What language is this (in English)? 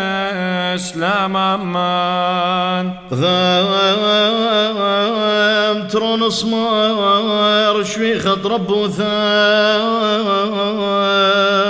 Classical Syriac